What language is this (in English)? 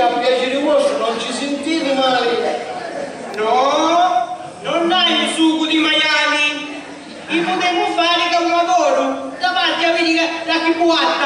Sicilian